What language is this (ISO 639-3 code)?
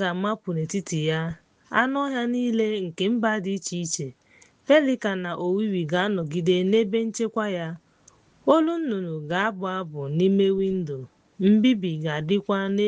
ibo